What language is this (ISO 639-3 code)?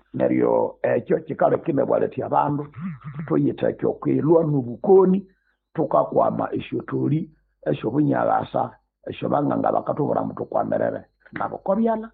nnb